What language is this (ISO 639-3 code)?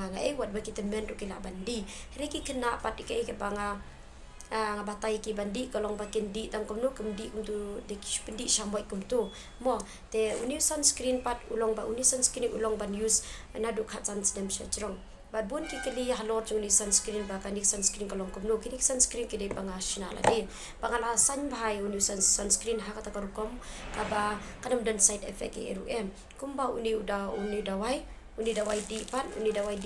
kha